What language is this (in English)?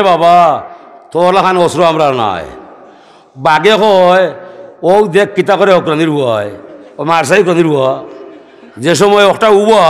Sylheti